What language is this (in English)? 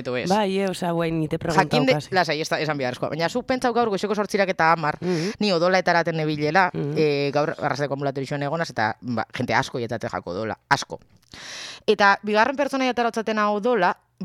Basque